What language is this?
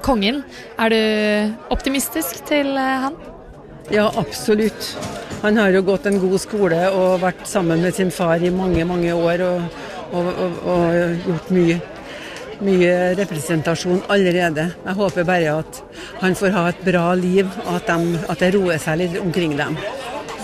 Norwegian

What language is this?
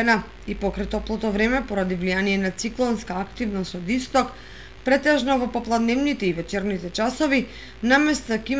Macedonian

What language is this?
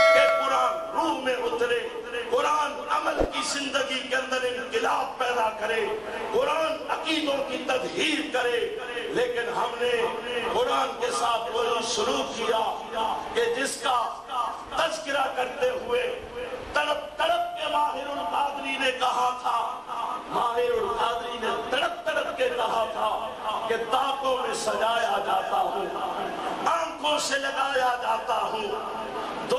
Urdu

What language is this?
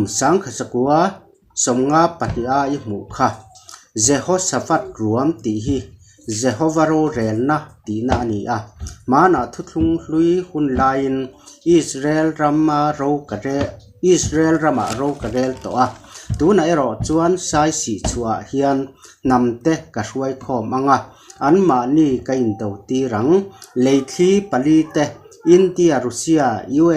Mizo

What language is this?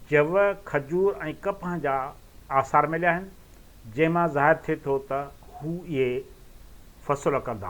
Sindhi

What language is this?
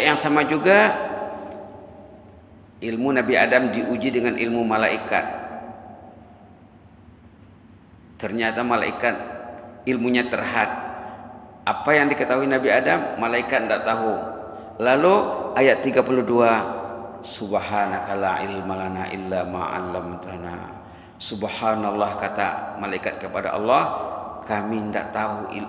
Malay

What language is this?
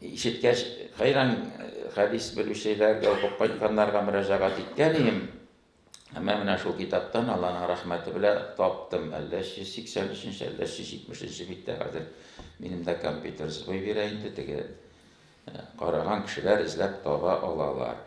Tatar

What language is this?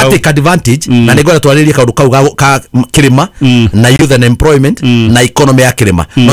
Kikuyu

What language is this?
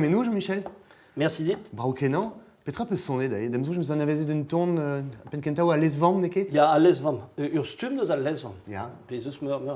Breton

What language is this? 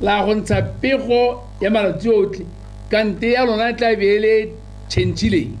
Tswana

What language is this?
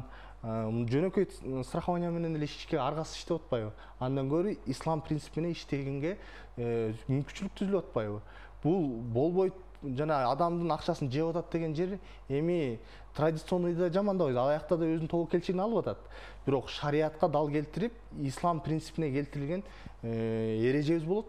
Kyrgyz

